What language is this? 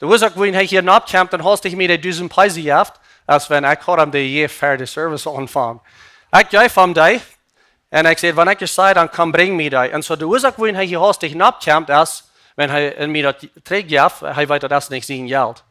Plautdietsch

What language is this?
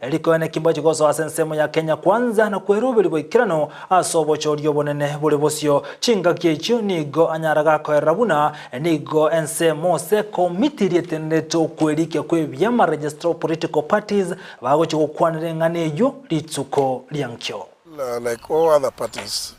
Gusii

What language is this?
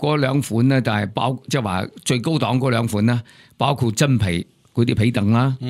Cantonese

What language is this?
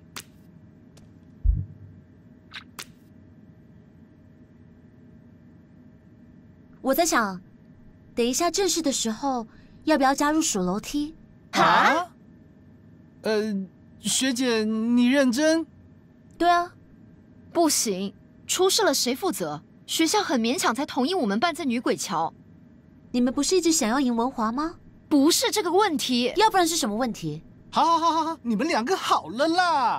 Chinese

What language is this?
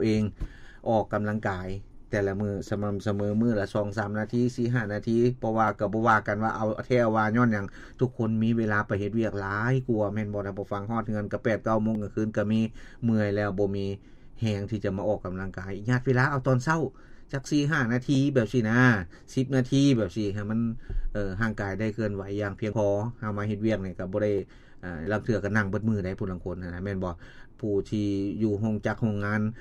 Lao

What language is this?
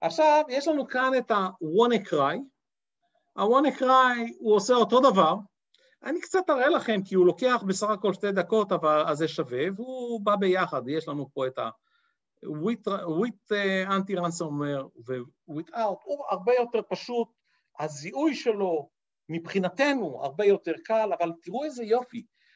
Hebrew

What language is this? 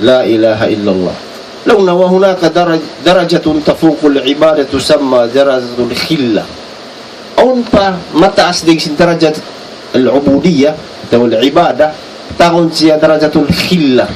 Tausug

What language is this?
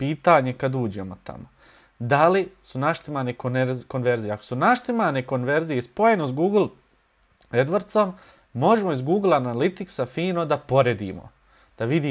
Bosnian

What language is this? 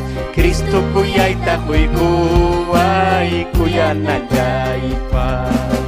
Ayacucho Quechua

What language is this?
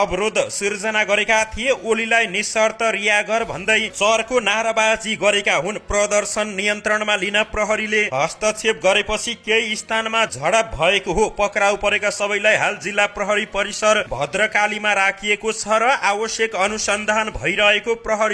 Nepali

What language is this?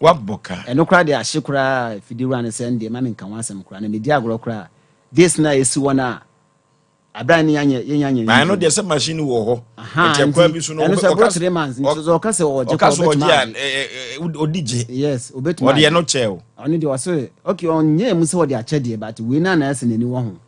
Akan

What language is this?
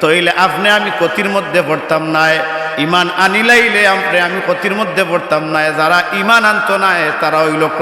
Sylheti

